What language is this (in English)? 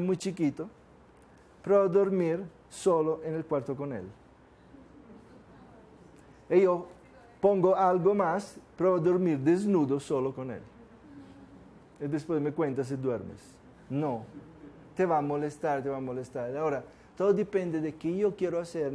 Spanish